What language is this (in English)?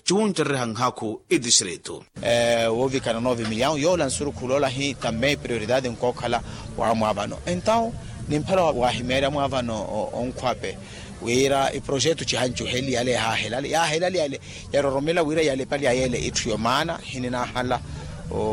Makhuwa